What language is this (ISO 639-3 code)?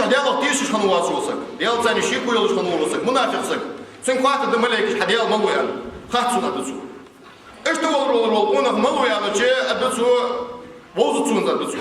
inh